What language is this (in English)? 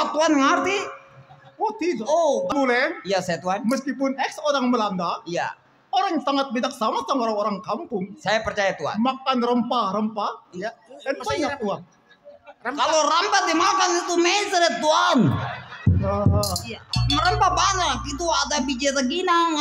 Betawi